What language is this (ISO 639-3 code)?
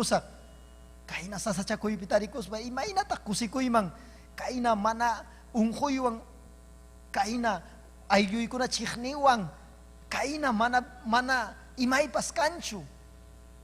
quy